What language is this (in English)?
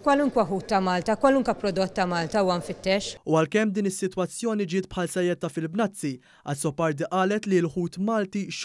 Maltese